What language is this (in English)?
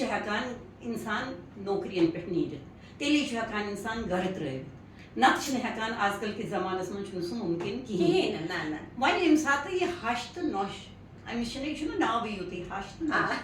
Kashmiri